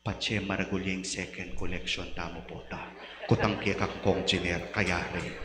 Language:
Pampanga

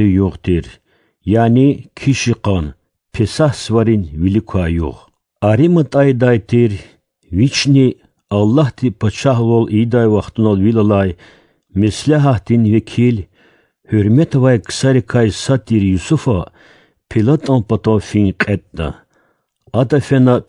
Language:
Lezghian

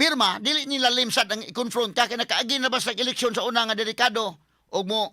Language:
Cebuano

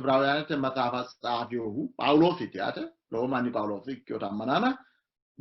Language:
Sidamo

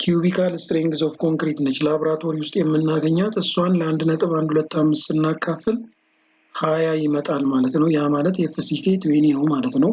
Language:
Amharic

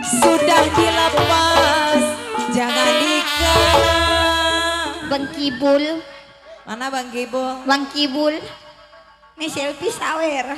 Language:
Betawi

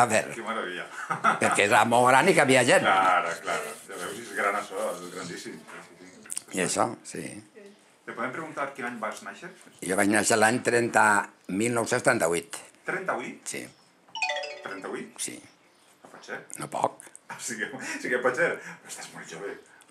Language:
Catalan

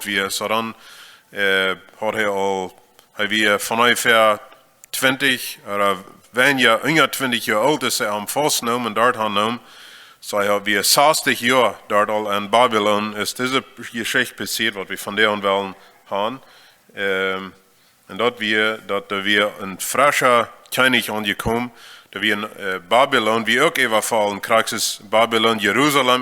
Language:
Plautdietsch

